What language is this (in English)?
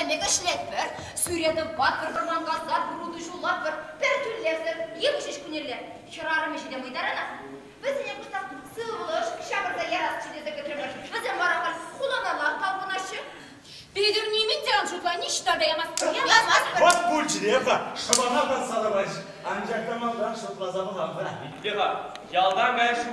Chuvash